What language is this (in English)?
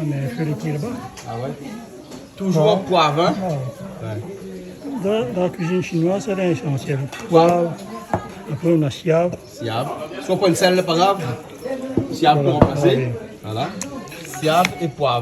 Réunion Creole French